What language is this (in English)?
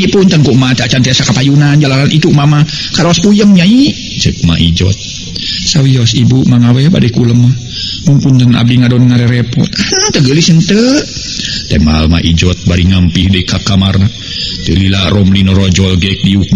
Sundanese